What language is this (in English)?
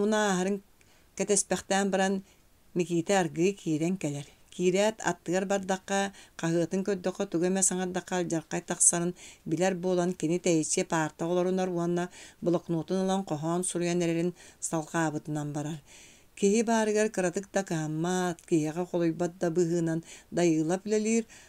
Yakut